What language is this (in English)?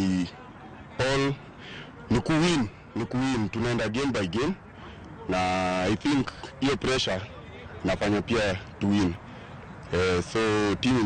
Luo (Kenya and Tanzania)